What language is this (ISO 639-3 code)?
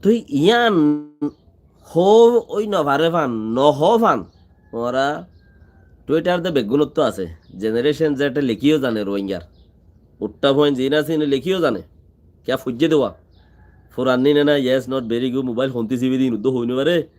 rhg